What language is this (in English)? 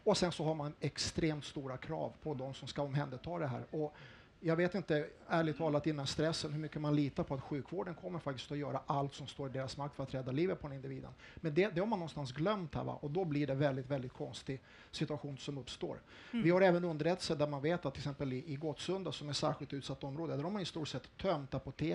Swedish